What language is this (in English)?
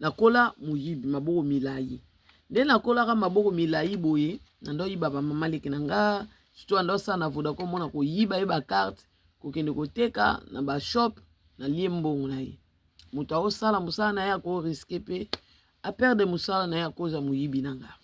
Lingala